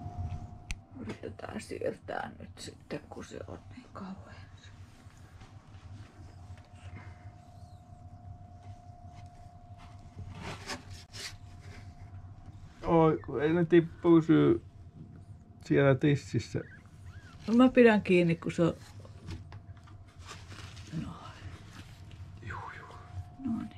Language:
Finnish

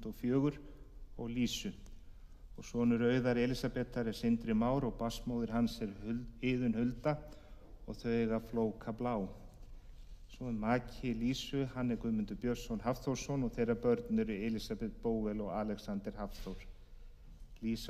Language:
Icelandic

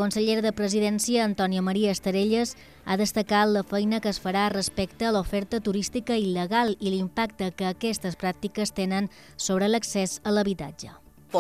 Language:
Catalan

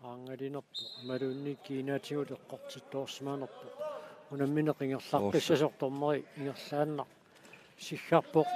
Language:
Kalaallisut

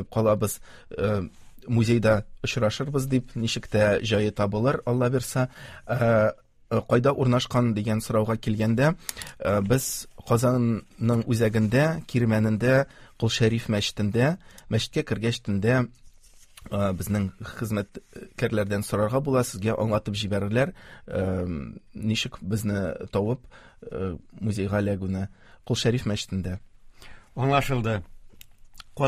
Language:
Tatar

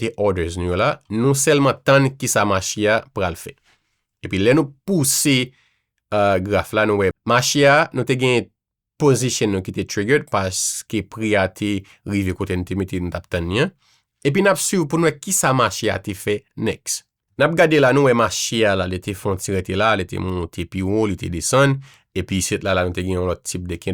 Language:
Haitian Creole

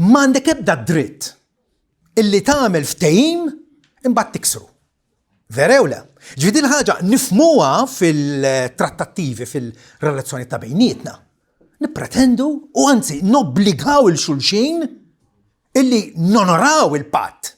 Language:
Maltese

